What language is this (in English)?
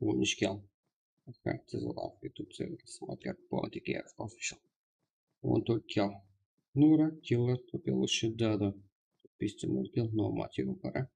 Kara-Kalpak